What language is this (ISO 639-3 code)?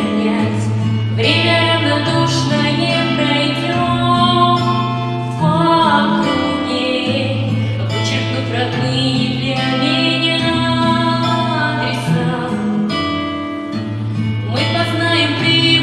rus